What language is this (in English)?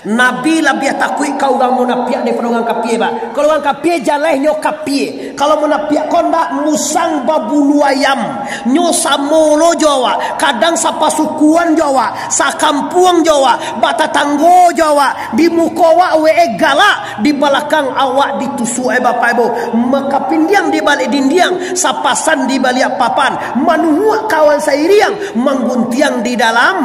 Minangkabau